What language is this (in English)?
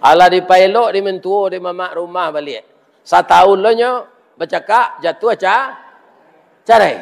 Minangkabau